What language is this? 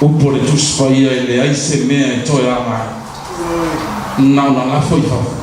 Samoan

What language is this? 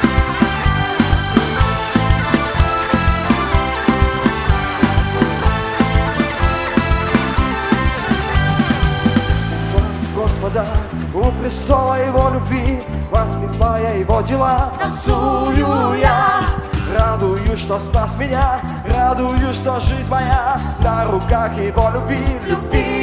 Russian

